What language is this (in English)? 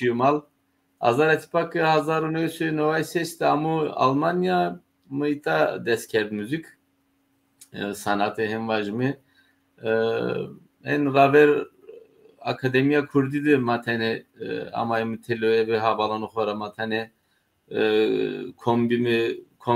Zaza